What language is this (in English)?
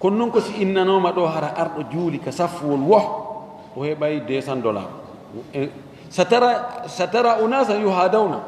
Fula